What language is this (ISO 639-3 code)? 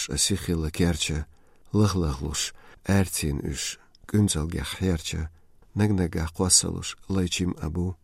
che